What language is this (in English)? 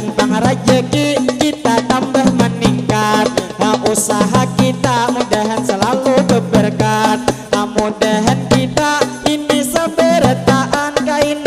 Banjar